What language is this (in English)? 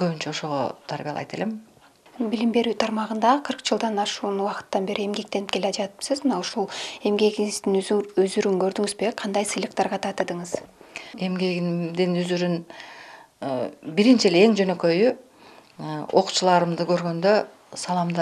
Kyrgyz